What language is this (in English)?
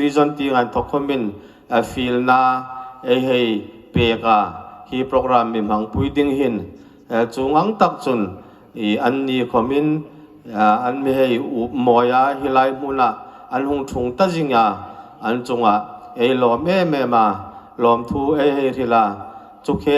Hmar